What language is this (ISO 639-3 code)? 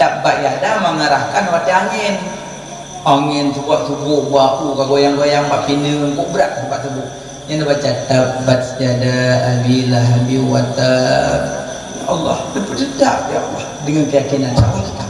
ace